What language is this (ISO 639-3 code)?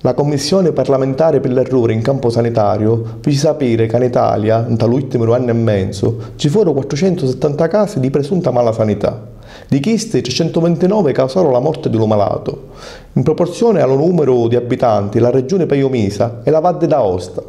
scn